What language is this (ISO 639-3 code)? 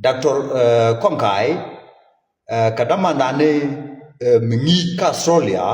nus